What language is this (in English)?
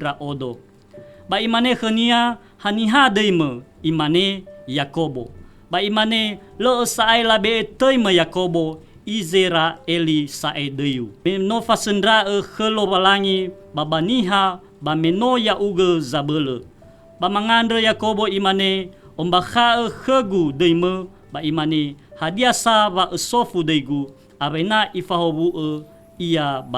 Nias